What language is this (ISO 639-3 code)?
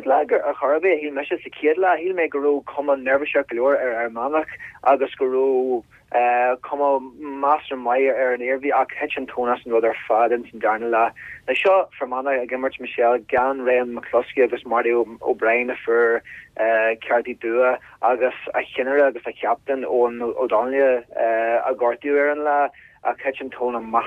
gle